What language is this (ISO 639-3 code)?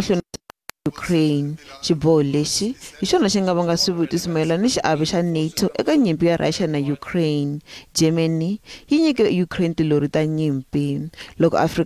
tso